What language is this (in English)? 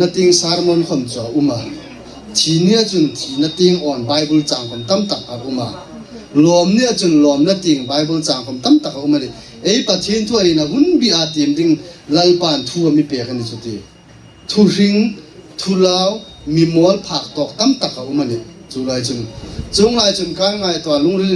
Hmar